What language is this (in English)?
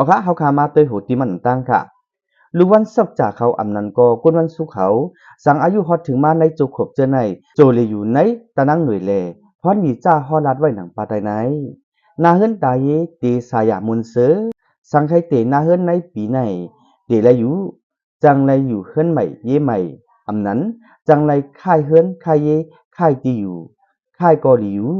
Shan